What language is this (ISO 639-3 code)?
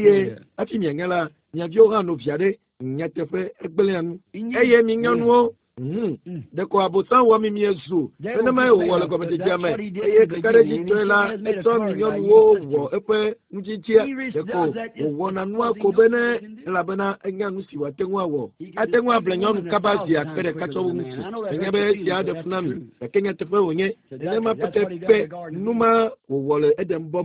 ewe